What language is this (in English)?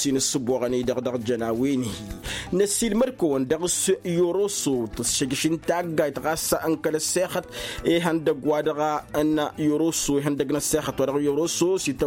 Tamasheq